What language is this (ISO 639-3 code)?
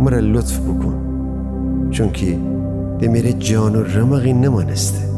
glk